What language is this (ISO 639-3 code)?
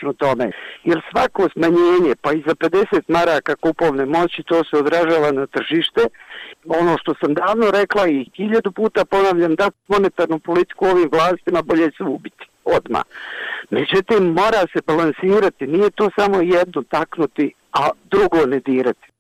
bos